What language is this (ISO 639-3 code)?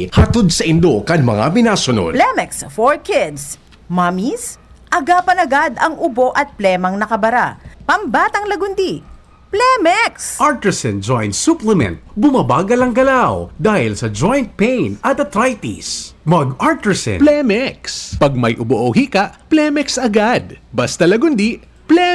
bik